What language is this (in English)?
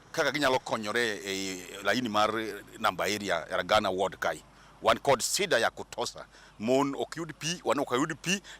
Luo (Kenya and Tanzania)